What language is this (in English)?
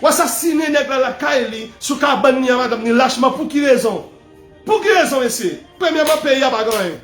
Haitian Creole